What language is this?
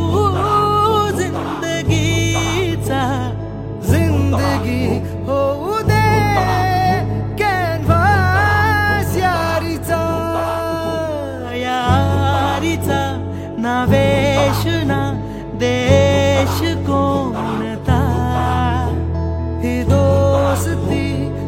Marathi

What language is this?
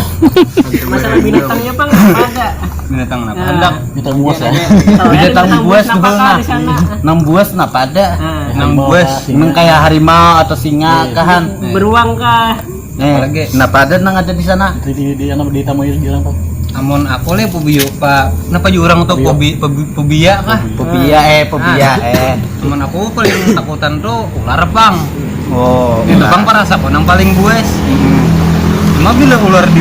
Banjar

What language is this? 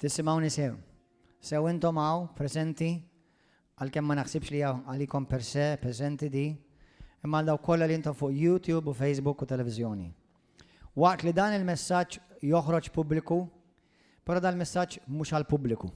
Maltese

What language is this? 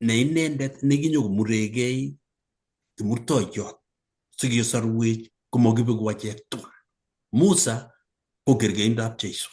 Kalenjin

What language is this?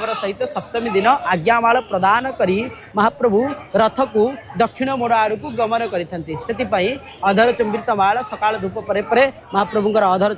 Odia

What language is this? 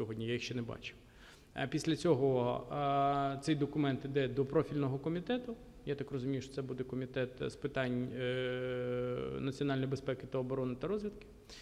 Ukrainian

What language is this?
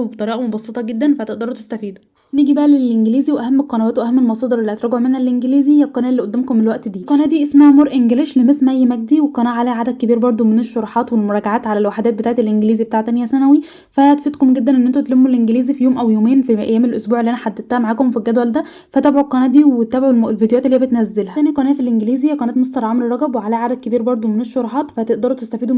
Egyptian Arabic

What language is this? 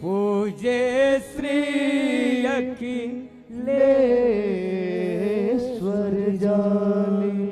Chhattisgarhi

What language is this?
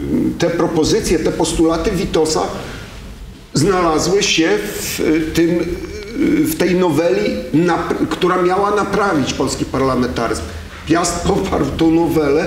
Polish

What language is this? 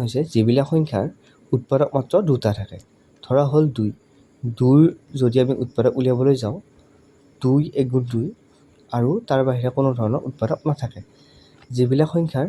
Assamese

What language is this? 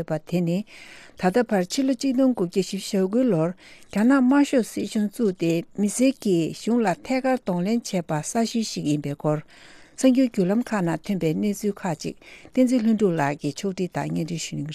Tibetan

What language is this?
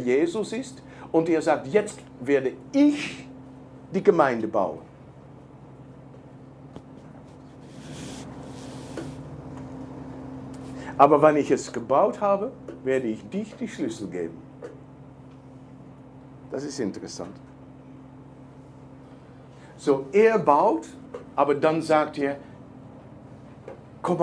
German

